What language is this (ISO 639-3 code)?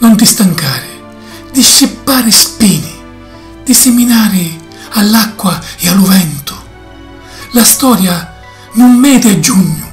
scn